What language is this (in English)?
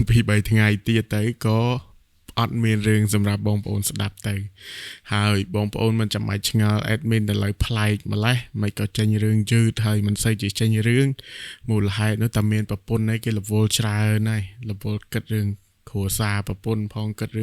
Khmer